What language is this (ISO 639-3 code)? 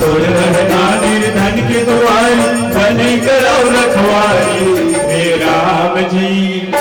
hne